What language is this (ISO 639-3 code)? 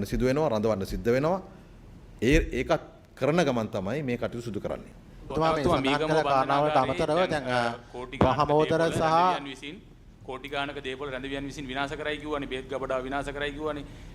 sin